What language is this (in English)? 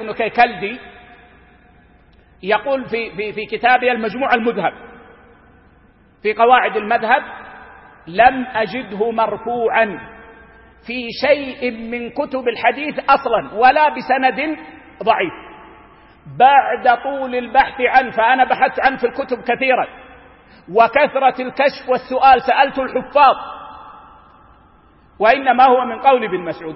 Arabic